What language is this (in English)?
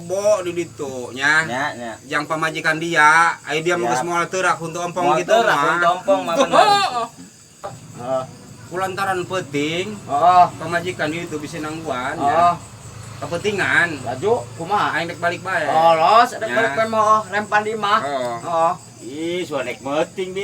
Sundanese